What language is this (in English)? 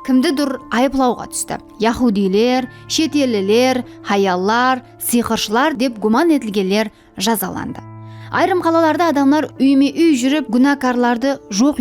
Kara-Kalpak